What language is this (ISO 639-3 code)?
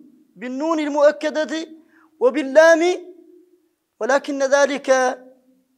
ara